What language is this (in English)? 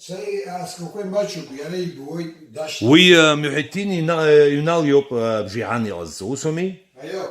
Abkhazian